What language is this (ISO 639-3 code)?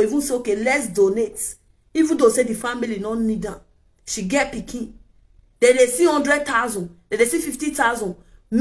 pcm